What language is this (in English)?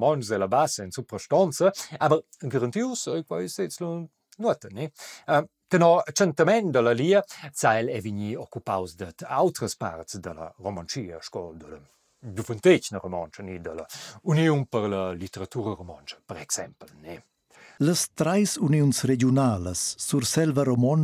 Romansh